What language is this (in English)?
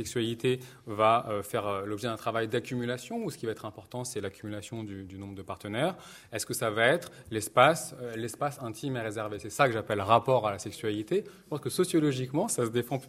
French